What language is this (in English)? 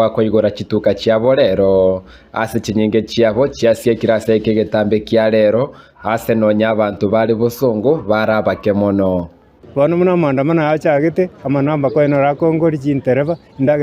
Gusii